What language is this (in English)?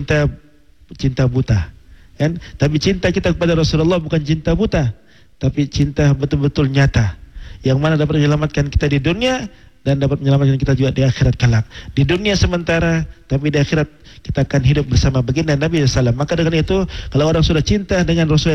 Malay